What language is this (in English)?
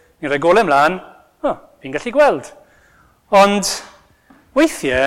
Welsh